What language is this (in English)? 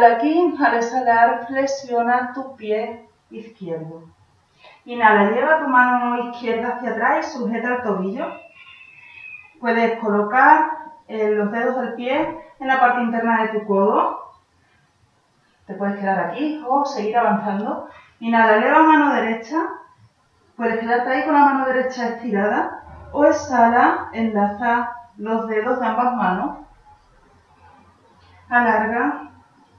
Spanish